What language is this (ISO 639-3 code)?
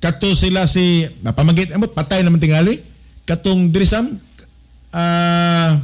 ceb